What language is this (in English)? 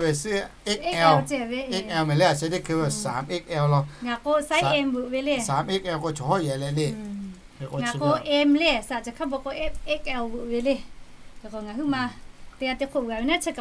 Lahu